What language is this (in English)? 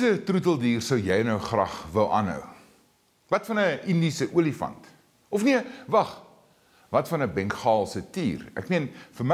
Afrikaans